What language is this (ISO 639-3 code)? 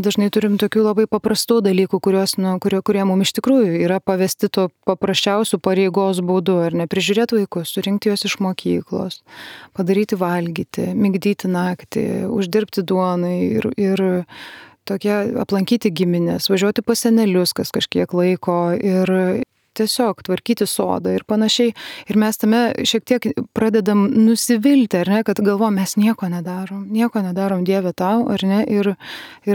lit